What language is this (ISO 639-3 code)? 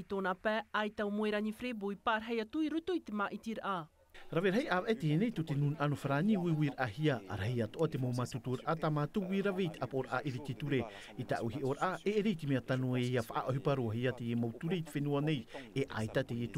tah